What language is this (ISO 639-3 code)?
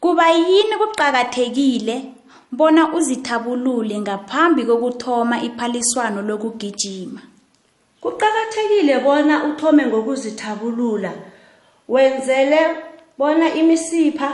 nbl